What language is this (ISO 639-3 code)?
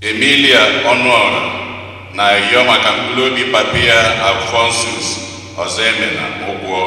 ibo